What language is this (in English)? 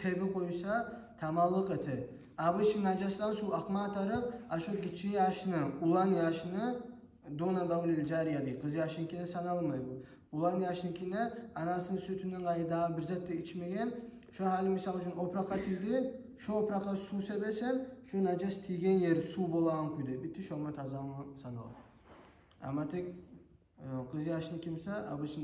Kumyk